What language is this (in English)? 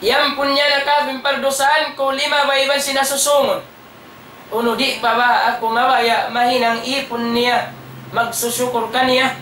Tausug